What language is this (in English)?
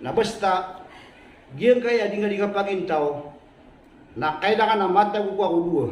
Maranao